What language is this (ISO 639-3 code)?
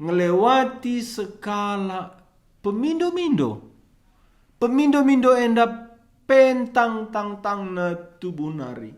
btx